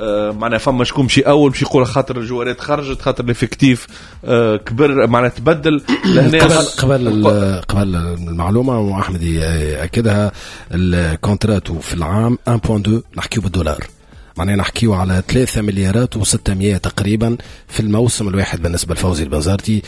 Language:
Tunisian Arabic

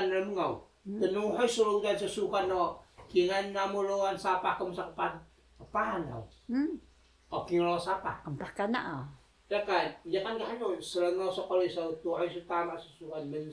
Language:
Taroko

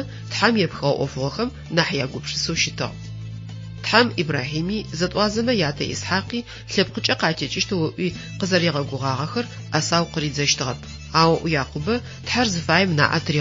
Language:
Adyghe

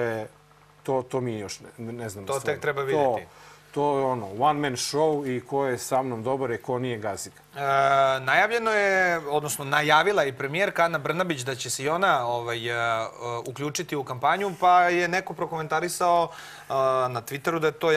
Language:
Serbian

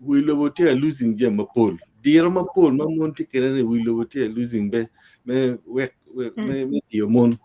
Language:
Acoli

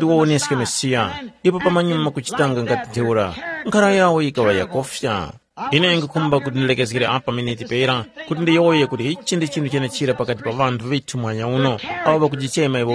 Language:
Tumbuka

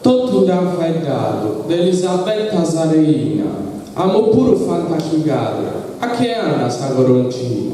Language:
Sardinian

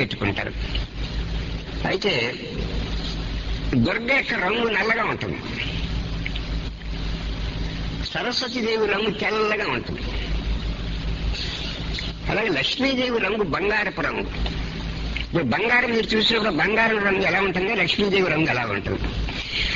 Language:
Telugu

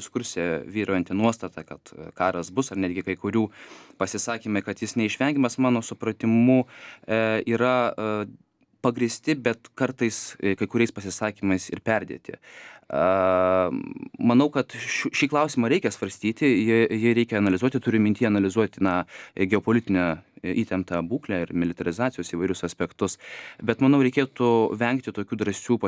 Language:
Lithuanian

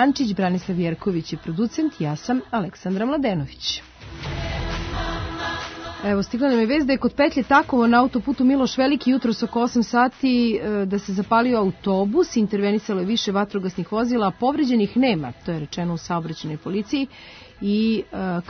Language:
Serbian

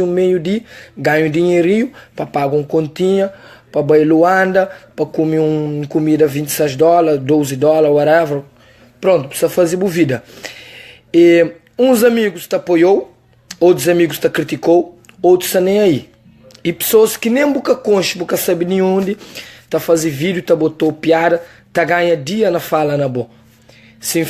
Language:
Kabuverdianu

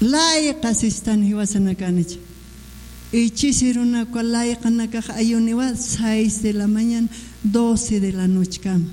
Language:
Aymara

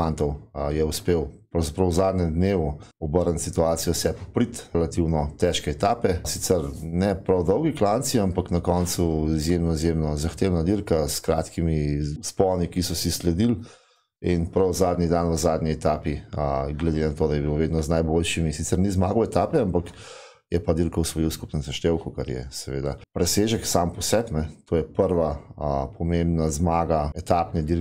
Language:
Slovenian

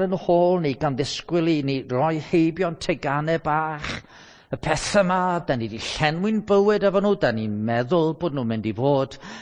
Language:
Welsh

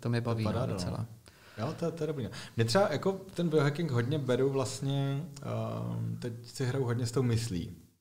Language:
Czech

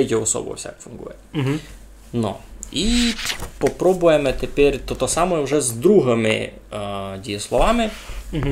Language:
Rusyn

